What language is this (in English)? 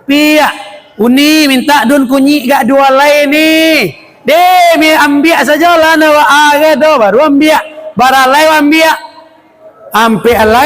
Minangkabau